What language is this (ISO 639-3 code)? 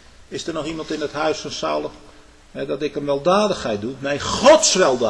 nld